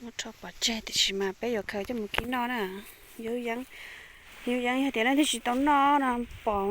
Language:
Hmong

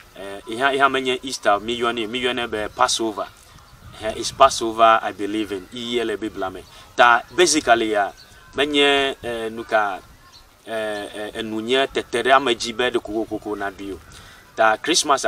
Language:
Ewe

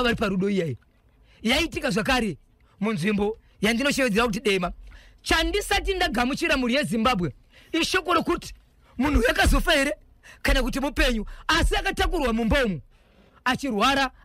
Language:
Shona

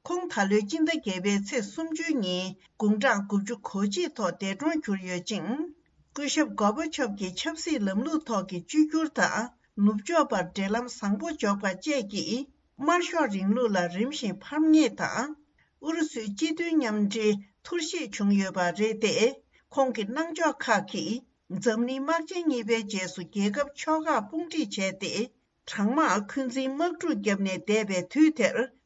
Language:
Tibetan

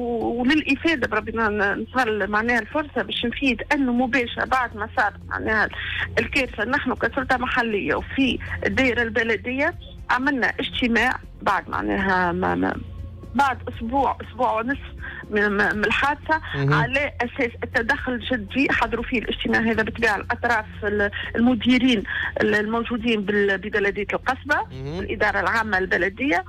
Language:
Tunisian Arabic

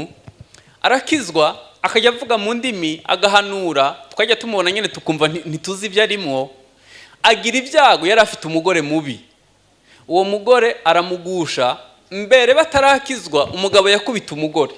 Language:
Kinyarwanda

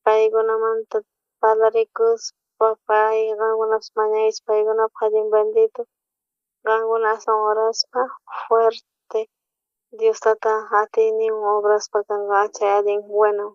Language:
South Bolivian Quechua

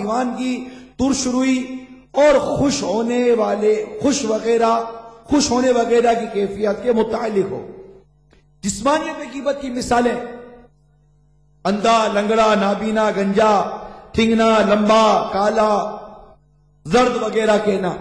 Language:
Urdu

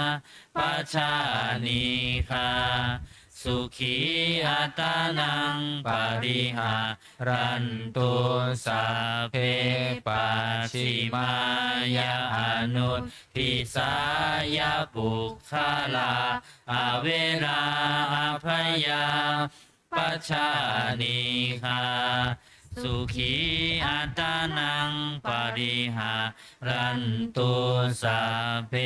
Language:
Pali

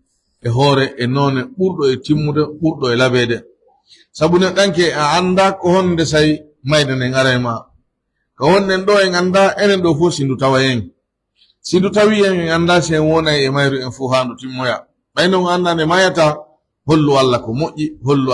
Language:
Pular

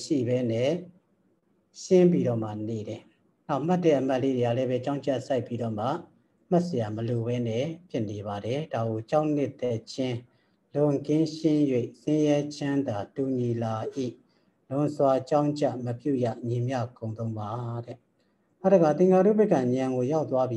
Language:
Burmese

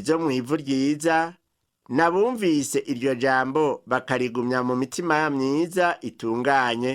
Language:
Rundi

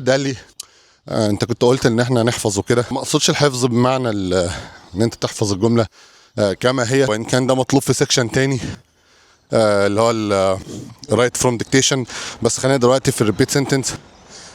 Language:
Egyptian Arabic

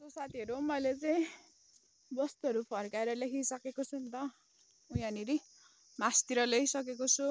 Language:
Nepali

